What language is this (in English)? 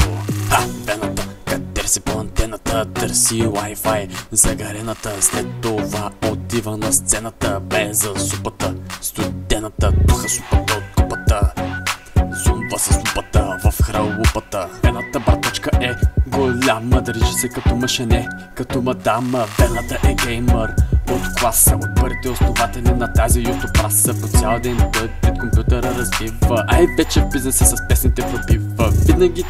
Bulgarian